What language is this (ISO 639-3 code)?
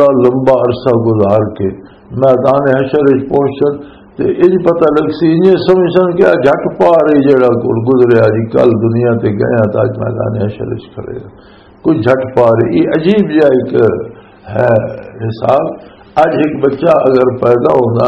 lah